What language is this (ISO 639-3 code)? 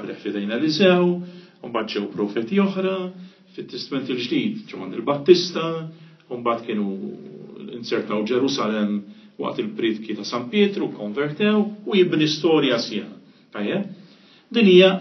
mlt